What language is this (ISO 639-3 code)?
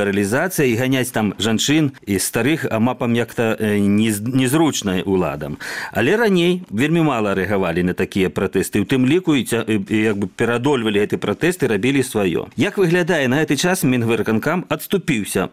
bel